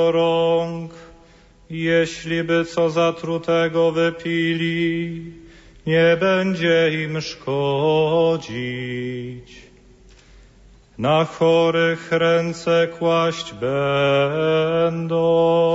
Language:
Polish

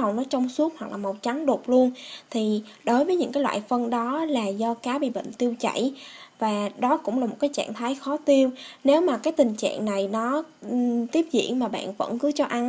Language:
Vietnamese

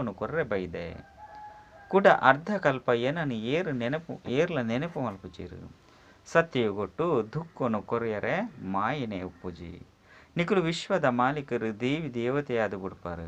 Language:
Tulu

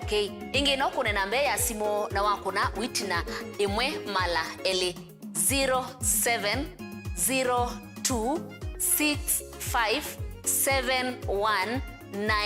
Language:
Kamba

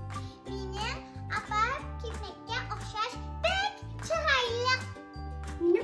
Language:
Uyghur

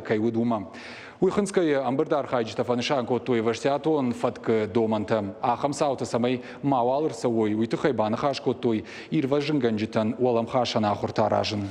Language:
Ossetic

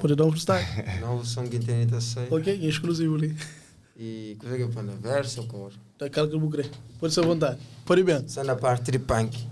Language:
Kabuverdianu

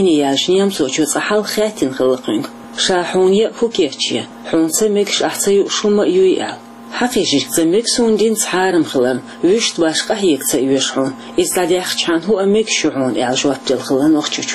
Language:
Chechen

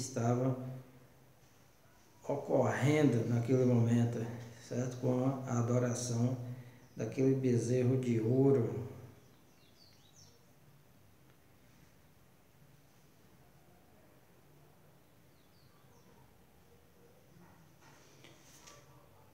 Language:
Portuguese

